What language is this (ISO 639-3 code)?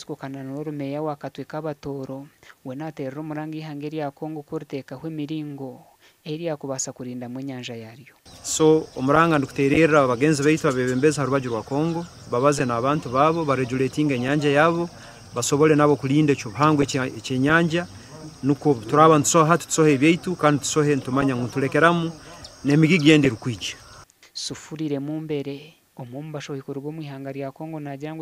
nyn